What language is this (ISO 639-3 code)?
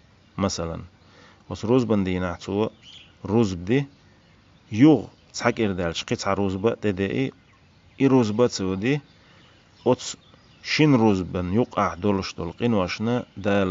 che